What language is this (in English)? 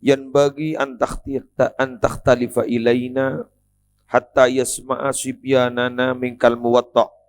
Madurese